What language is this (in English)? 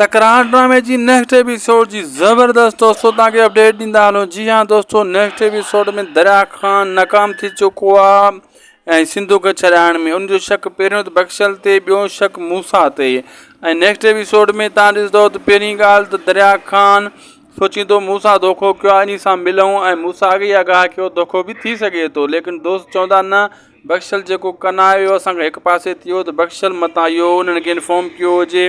Sindhi